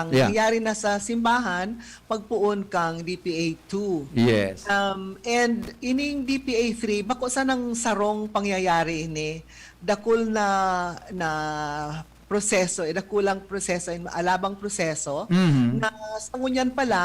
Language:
Bikol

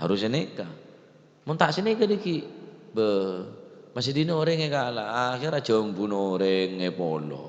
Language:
Madurese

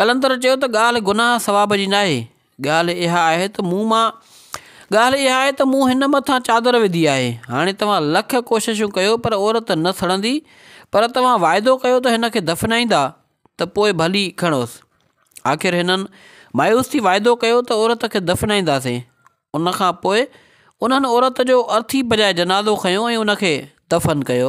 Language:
Sindhi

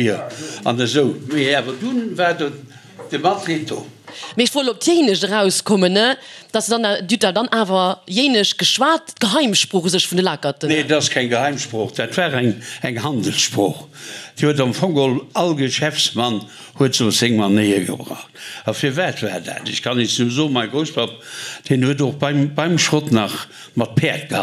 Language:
Luxembourgish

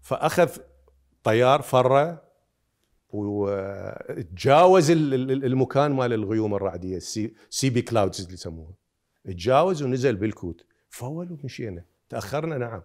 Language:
Mesopotamian Arabic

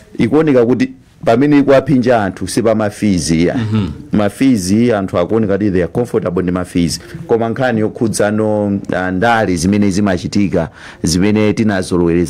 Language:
Nyanja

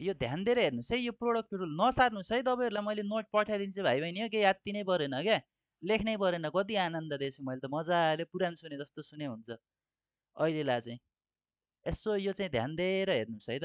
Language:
Nepali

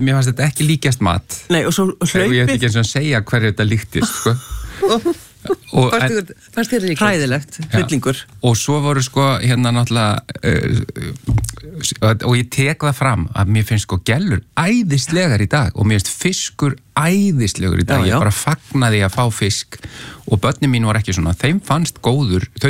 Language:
Icelandic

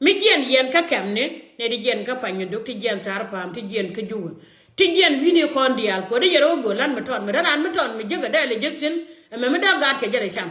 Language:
Nuer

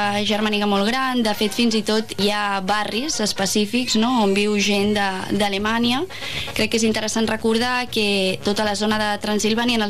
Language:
Catalan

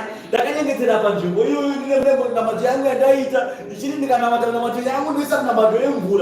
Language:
Shona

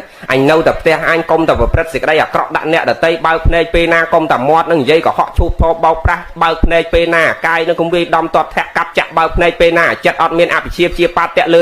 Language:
Khmer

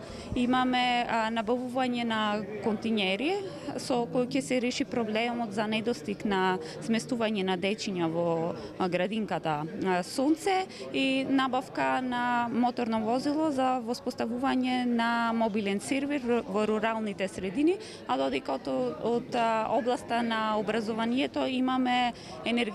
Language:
Macedonian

